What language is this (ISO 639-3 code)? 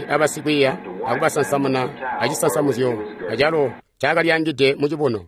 toi